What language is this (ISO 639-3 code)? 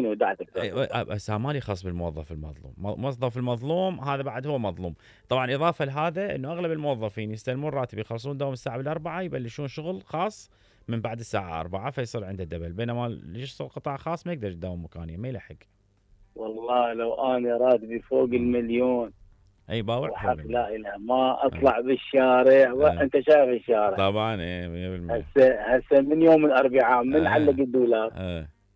acm